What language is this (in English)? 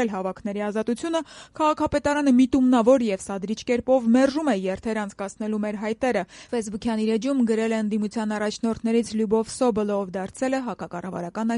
Armenian